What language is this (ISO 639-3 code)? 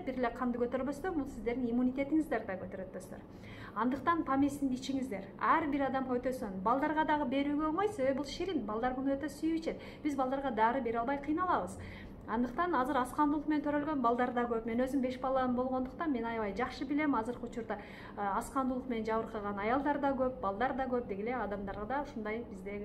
kir